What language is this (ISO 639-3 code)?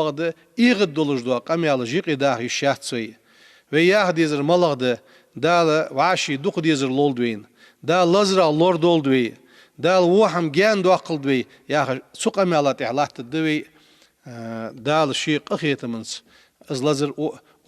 inh